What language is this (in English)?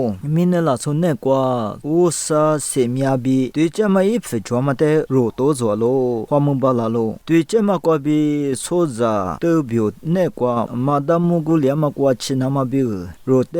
Lisu